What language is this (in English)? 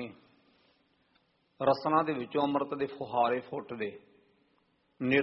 Punjabi